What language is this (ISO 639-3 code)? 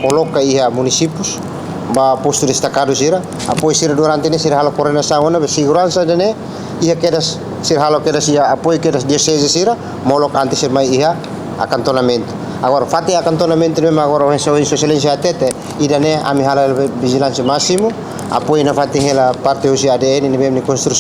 tet